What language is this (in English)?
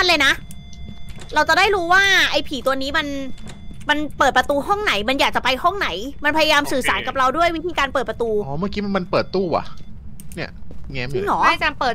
Thai